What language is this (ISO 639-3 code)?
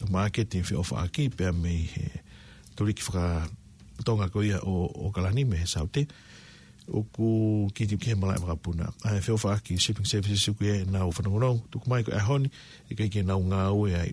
ton